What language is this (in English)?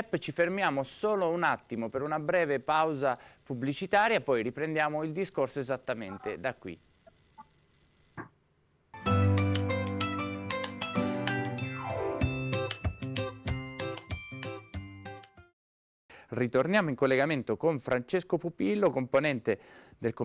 Italian